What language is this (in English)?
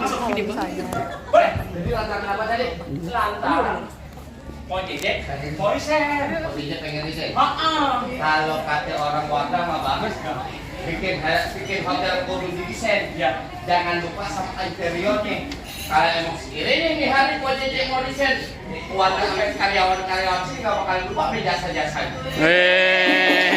Betawi